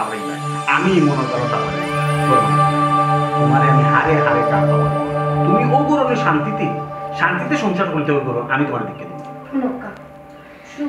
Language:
Sylheti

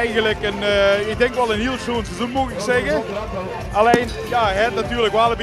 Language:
Limburgish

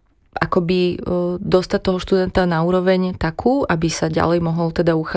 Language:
Slovak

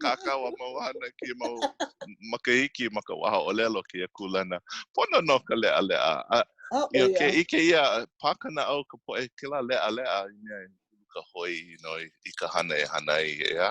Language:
Hawaiian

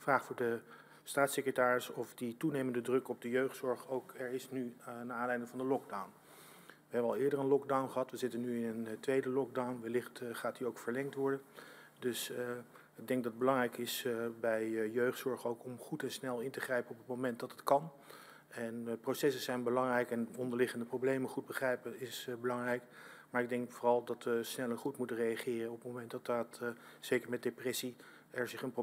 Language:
Dutch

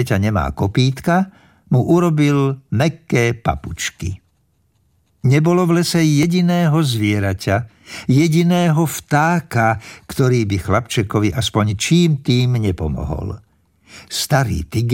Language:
Slovak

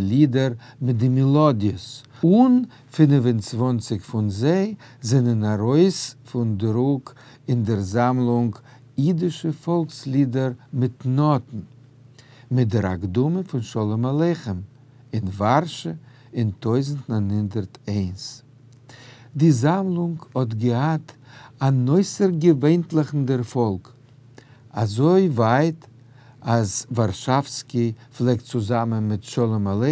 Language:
Yiddish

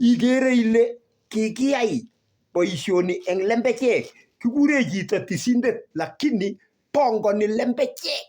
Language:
Kalenjin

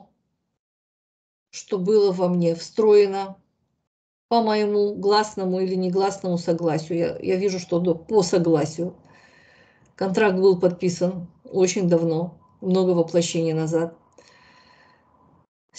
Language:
Russian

